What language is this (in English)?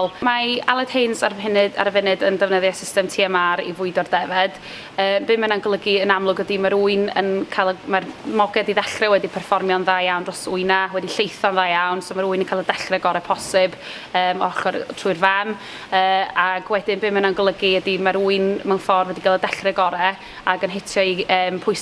Welsh